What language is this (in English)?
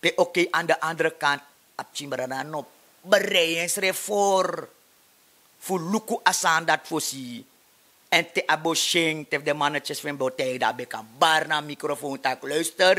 Sranan Tongo